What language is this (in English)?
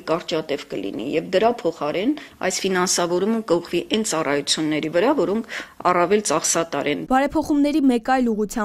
Armenian